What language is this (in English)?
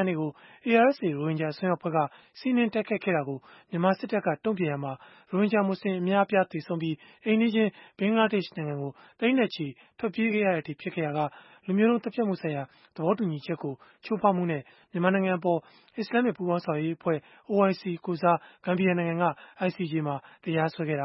Burmese